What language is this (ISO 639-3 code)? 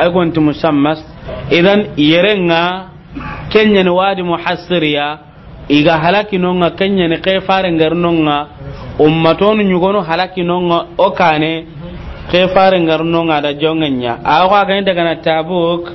snk